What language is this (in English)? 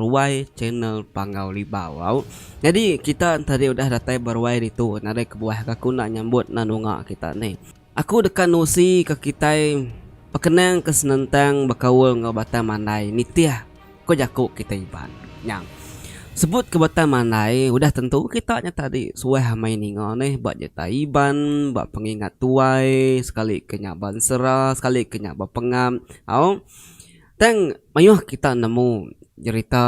Iban